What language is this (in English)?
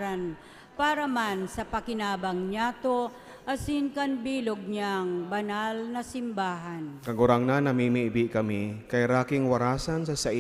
Bikol